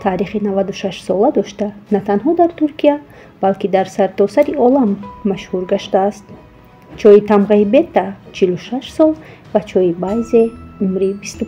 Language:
Tajik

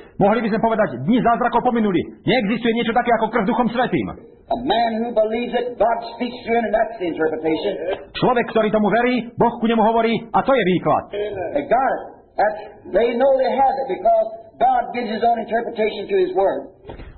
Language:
Slovak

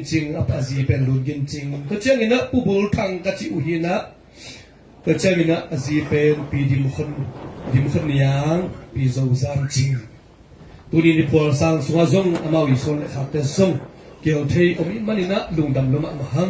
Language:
Tedim Chin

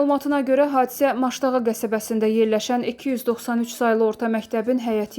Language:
Azerbaijani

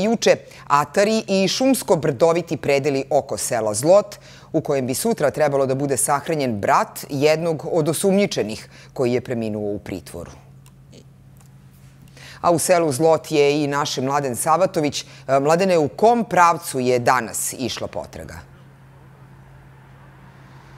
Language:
Serbian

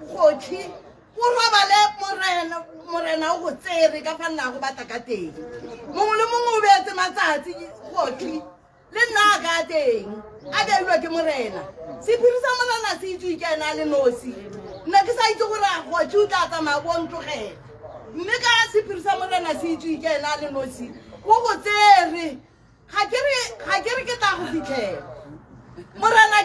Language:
Tswana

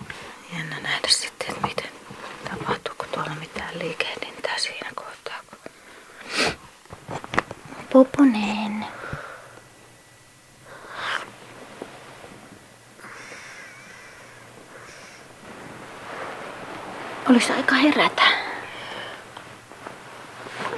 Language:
Finnish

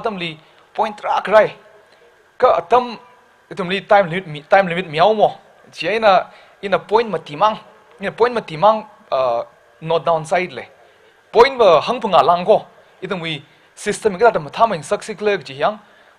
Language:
Tangkhul Naga (India)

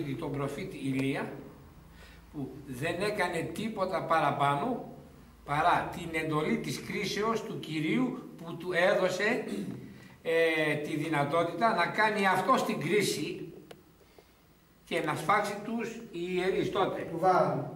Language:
Greek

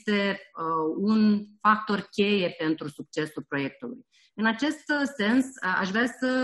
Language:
Romanian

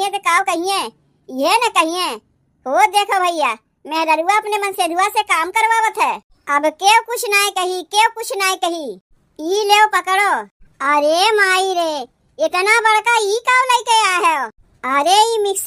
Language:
Awadhi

